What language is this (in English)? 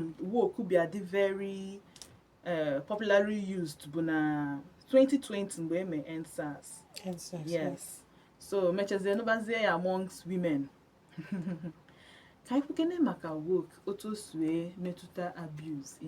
Igbo